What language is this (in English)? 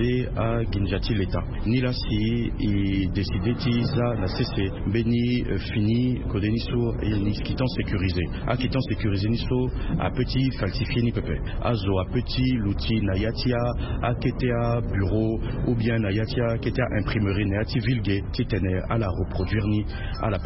Sango